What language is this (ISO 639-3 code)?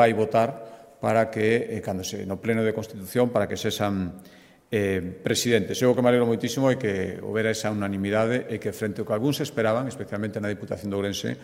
glg